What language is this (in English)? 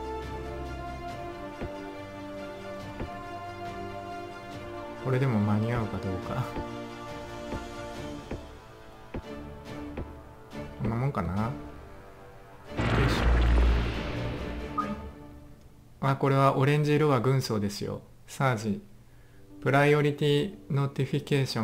Japanese